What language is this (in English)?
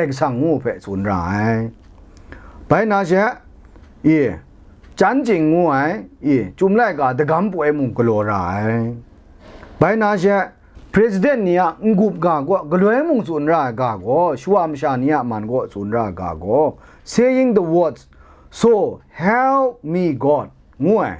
Kachin